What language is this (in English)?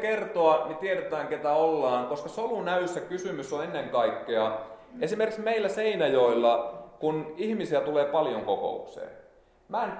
Finnish